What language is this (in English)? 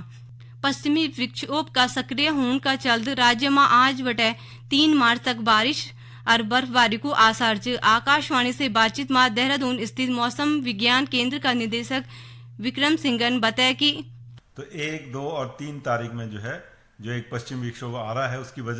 Garhwali